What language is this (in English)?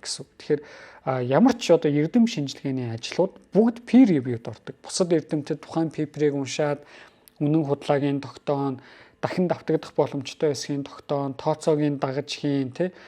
Mongolian